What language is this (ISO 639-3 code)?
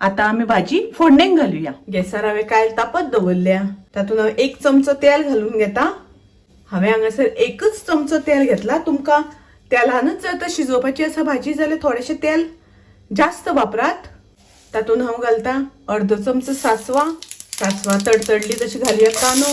kok